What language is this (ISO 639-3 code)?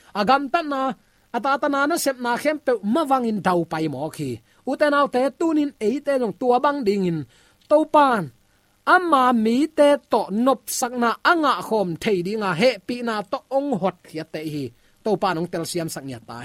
ctd